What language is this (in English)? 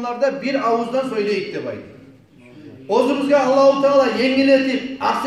Kumyk